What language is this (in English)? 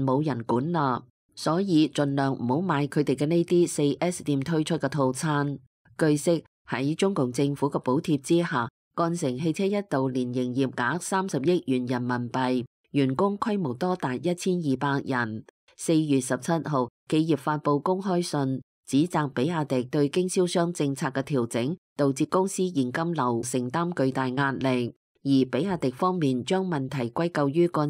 Cantonese